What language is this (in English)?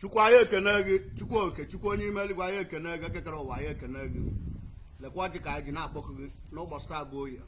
Igbo